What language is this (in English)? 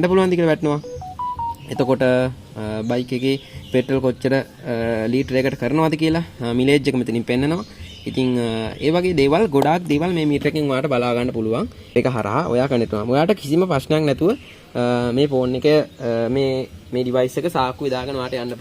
Sinhala